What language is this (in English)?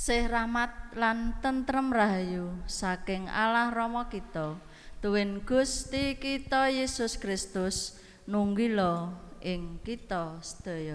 Javanese